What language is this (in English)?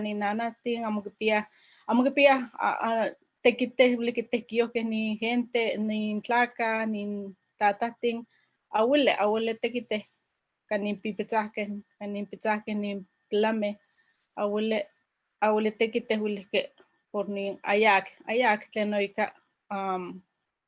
Eastern Huasteca Nahuatl